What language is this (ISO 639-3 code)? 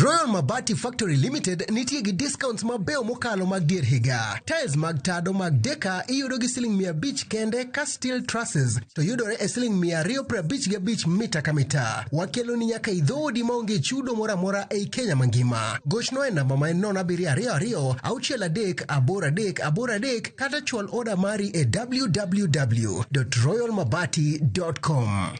luo